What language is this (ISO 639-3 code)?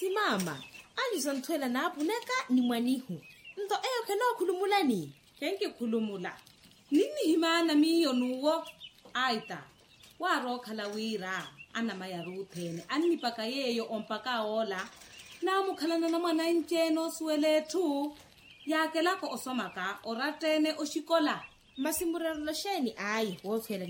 vmw